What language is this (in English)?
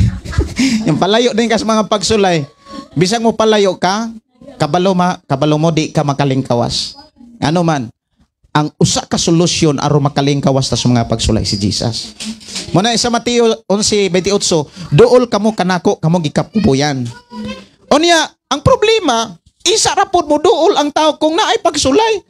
Cebuano